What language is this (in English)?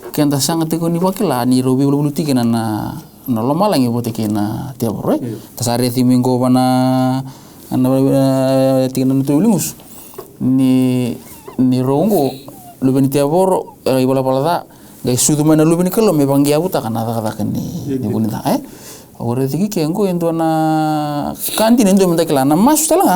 Fijian